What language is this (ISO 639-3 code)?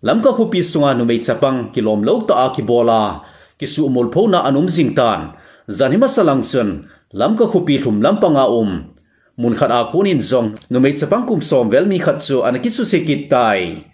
tcz